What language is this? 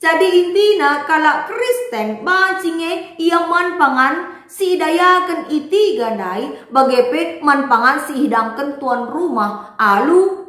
Batak Karo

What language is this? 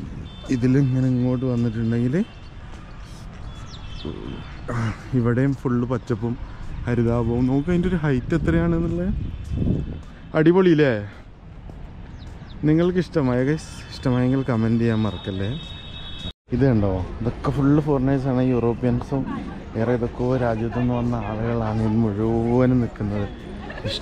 Malayalam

